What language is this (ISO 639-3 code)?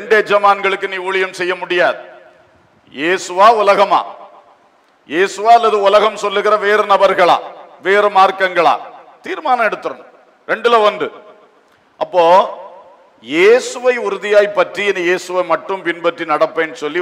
tam